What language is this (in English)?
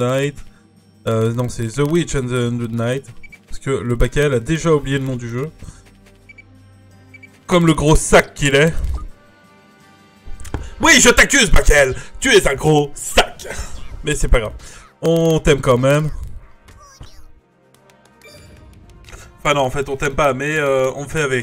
French